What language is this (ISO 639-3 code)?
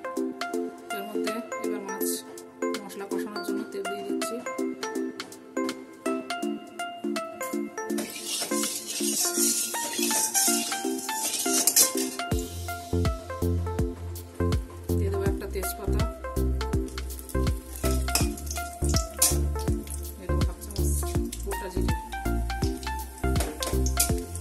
ben